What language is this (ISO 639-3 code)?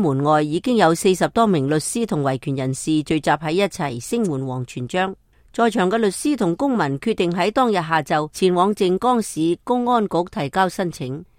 yue